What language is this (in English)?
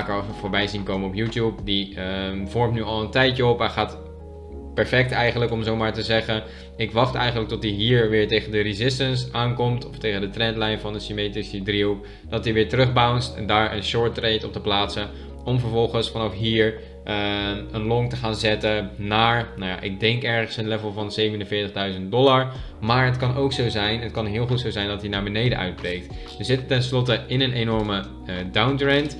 Dutch